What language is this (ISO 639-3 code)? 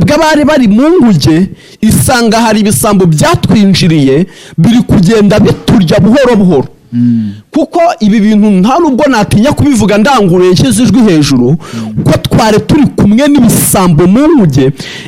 kin